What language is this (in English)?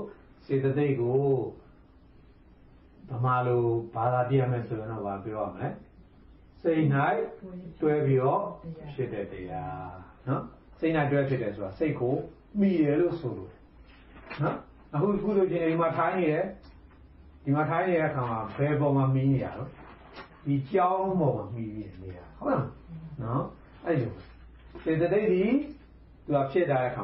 Burmese